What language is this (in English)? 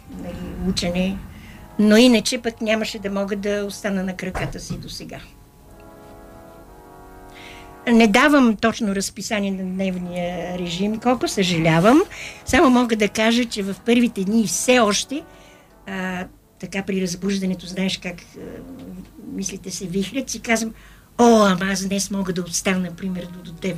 Bulgarian